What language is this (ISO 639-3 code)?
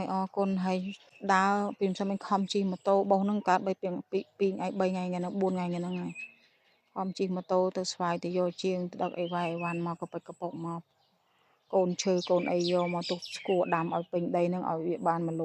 khm